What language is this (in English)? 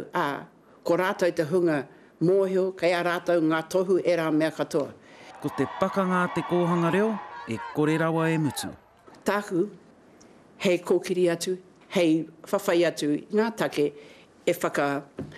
Māori